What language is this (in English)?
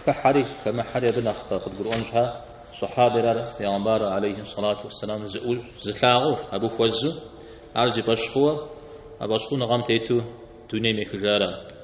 Kabardian